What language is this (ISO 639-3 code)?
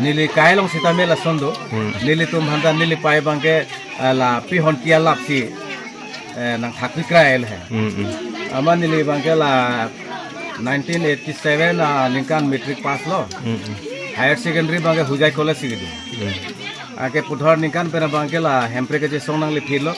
mjw